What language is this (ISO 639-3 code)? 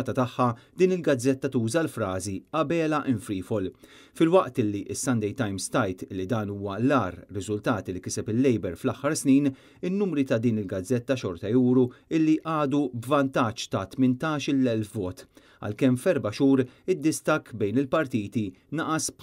mlt